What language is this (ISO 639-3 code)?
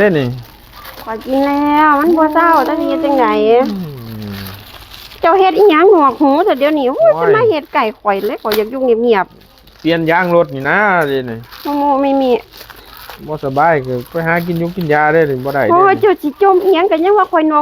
tts